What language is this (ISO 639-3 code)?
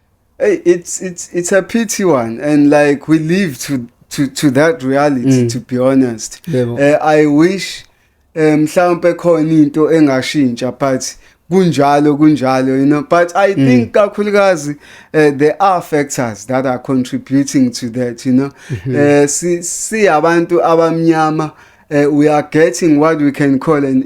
zul